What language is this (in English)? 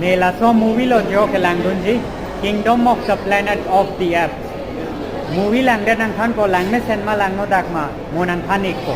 Karbi